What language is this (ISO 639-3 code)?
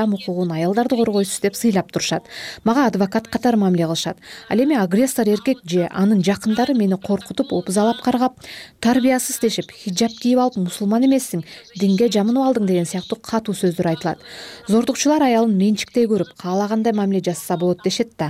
kir